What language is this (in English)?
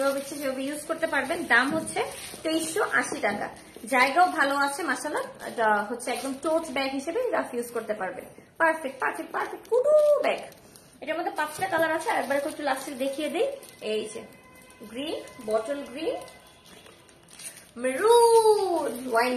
Bangla